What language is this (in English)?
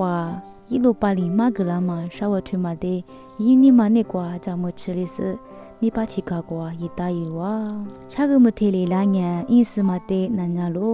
Lisu